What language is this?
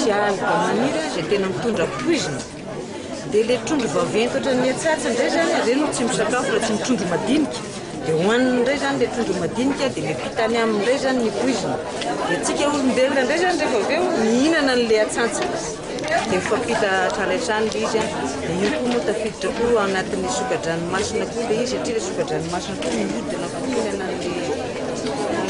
Malagasy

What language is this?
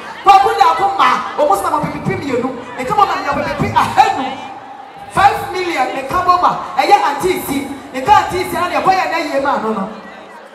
Akan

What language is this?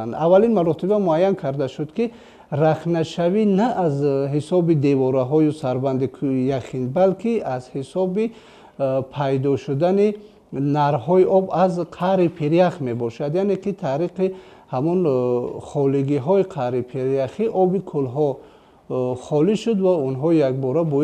Tajik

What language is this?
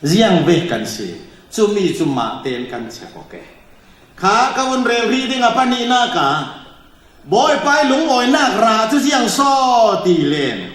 Falam Chin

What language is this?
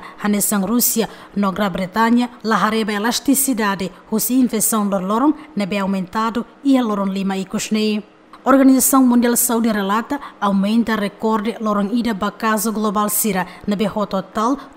Tetum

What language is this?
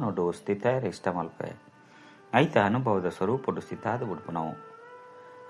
Tulu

